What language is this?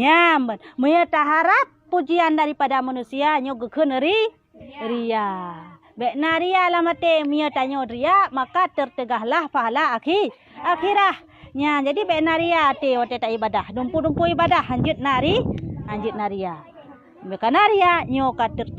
Achinese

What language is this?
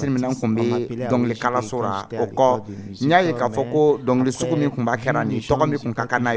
Dyula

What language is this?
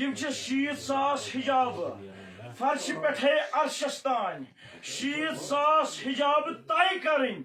Kashmiri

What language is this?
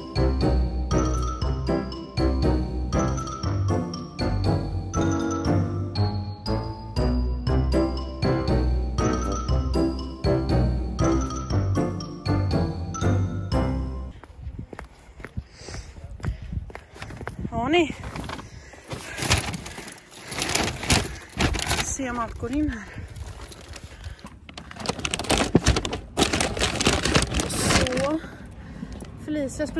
Swedish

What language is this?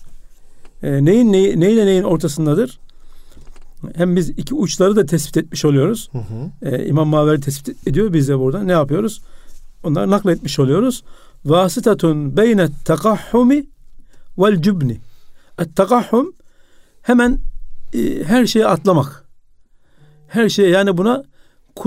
Turkish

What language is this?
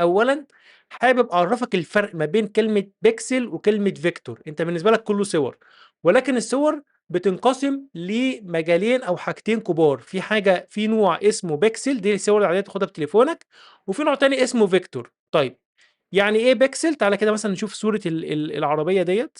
Egyptian Arabic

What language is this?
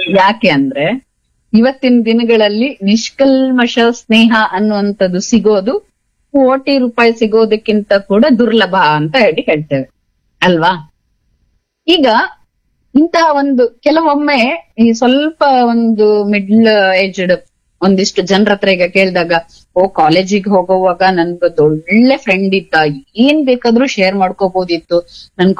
Kannada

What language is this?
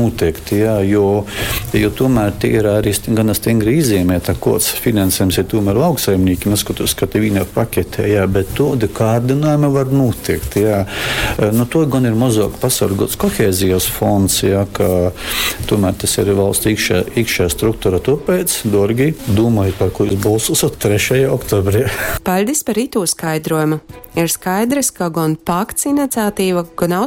Latgalian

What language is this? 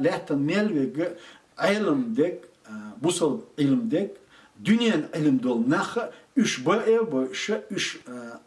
Chechen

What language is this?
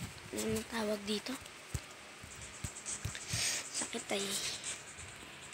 Filipino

